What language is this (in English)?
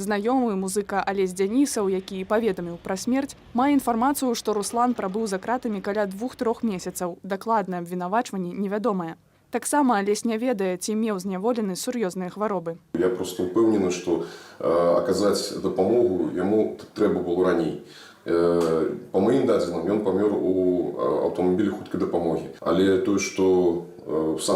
Belarusian